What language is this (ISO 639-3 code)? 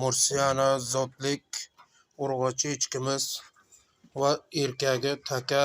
uzb